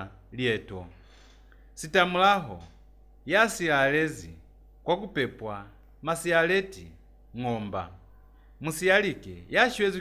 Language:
Lozi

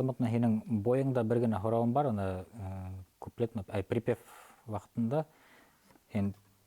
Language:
Bashkir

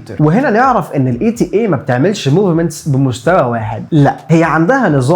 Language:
Egyptian Arabic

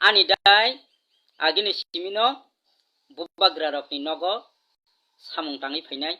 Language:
Kok Borok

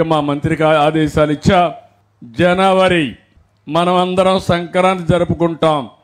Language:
Telugu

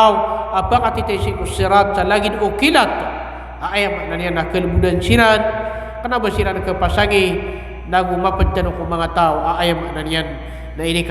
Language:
Maranao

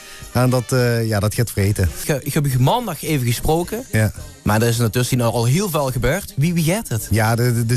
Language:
Limburgish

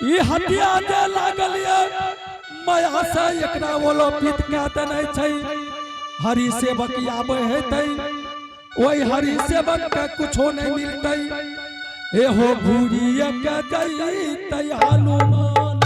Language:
Angika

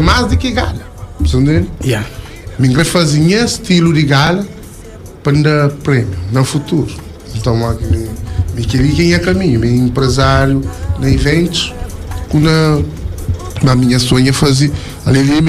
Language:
Kabuverdianu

